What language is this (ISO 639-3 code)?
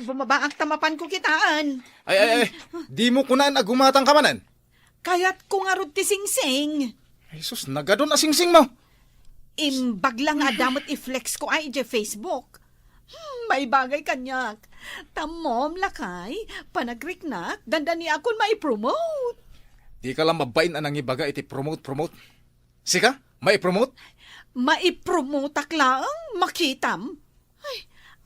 ilo